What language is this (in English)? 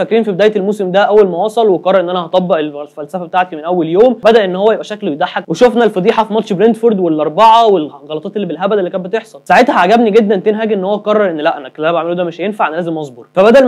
Egyptian Arabic